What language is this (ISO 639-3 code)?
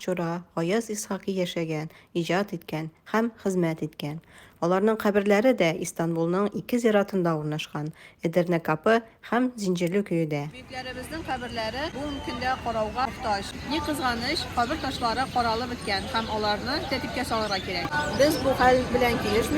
tat